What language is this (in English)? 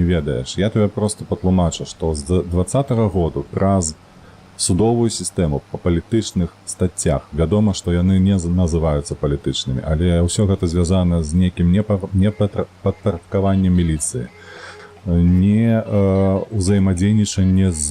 Belarusian